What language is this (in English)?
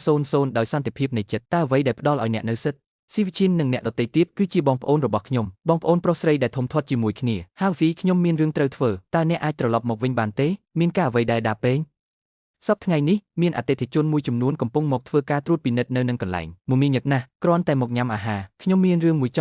Khmer